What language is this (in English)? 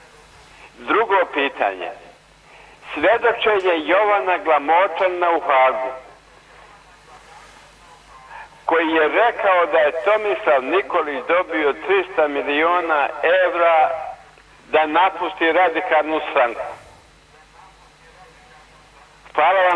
Serbian